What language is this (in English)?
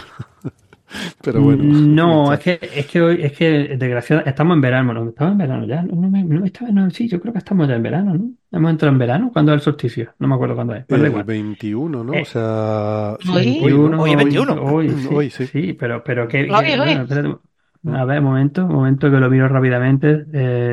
Spanish